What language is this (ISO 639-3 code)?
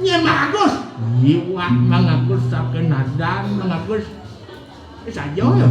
ban